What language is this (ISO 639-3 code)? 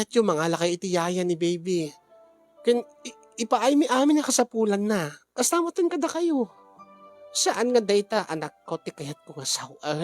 ilo